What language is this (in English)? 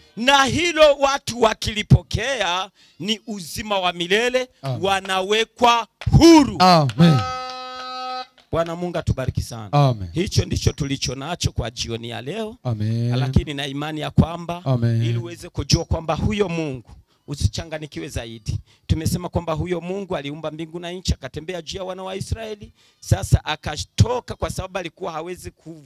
Swahili